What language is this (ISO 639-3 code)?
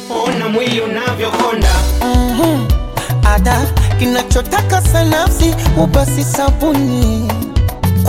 swa